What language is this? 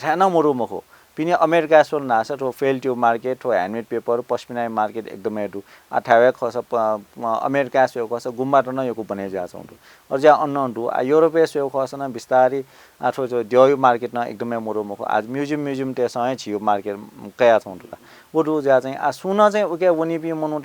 Newari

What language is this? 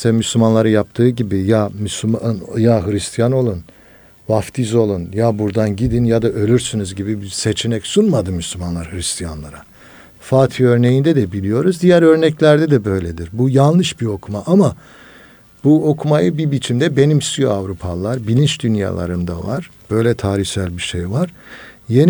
Turkish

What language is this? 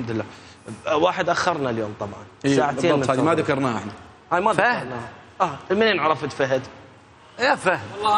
Mesopotamian Arabic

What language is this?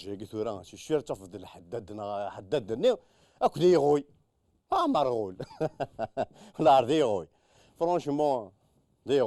Kabyle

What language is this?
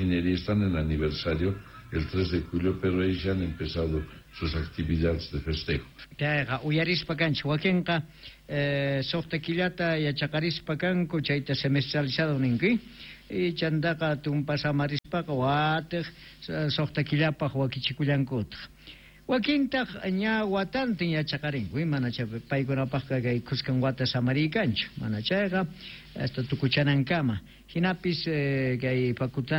South Bolivian Quechua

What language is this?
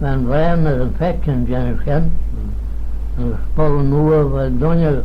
Manx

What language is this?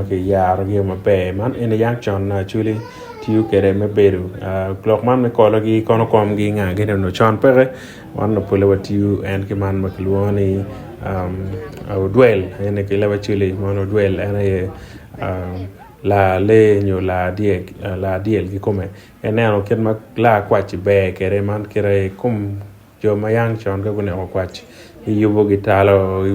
Acoli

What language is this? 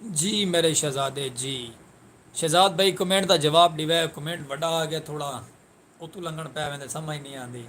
Saraiki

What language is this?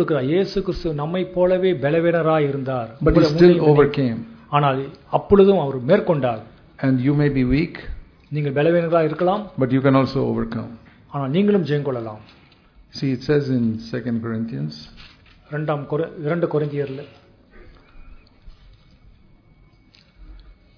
Tamil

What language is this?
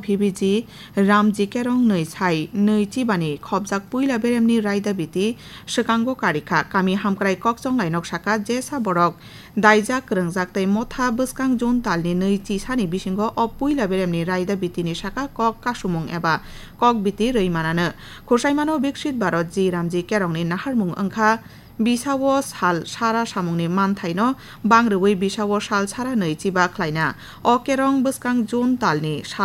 Kok Borok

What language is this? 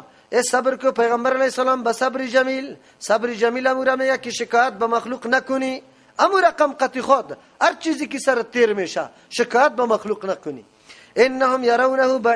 Persian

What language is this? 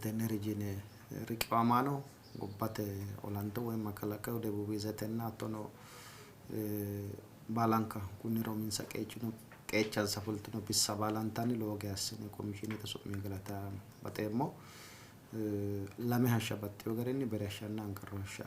Sidamo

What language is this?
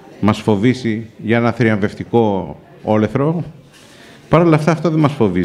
Greek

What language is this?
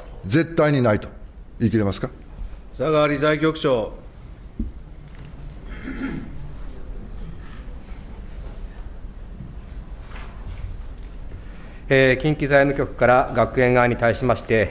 Japanese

